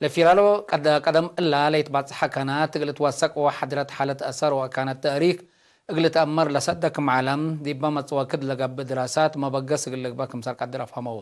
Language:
Tigre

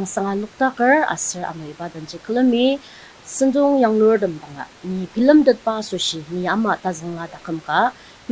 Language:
Ao Naga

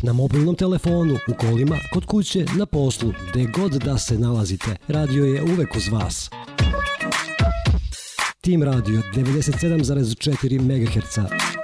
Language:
Serbian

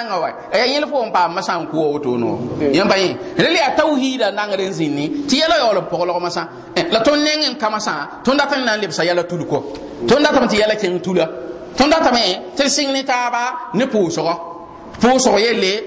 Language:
Mossi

